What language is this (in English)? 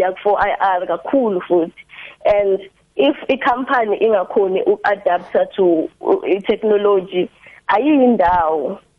South Ndebele